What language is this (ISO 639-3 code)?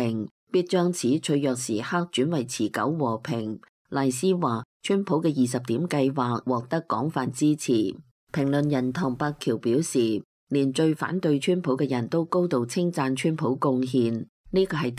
yue